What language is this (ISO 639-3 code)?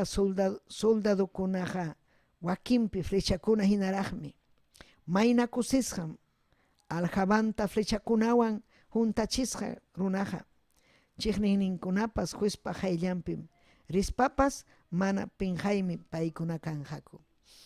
quy